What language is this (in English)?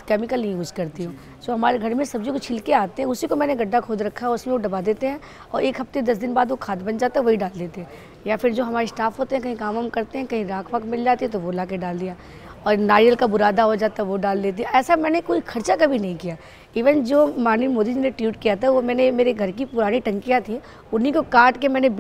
Hindi